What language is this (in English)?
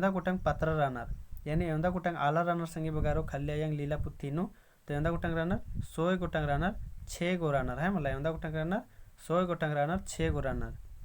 Kurukh